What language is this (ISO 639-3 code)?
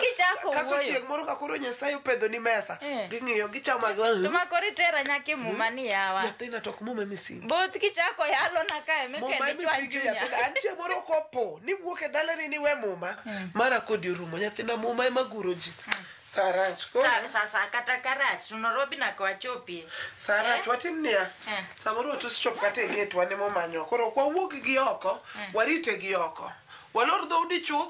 luo